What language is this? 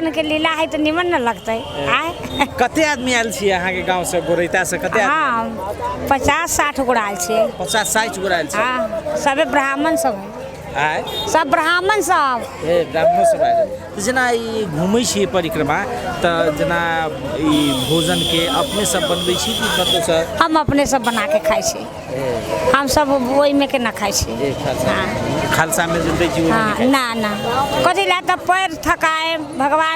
Maithili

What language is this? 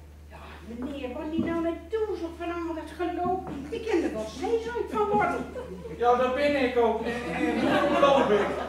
Gronings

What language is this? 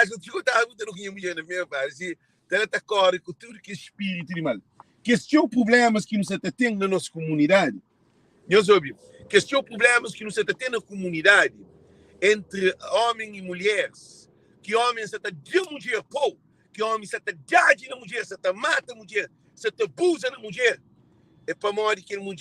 Kabuverdianu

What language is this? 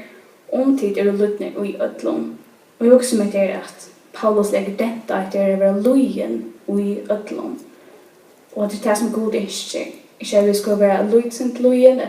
Faroese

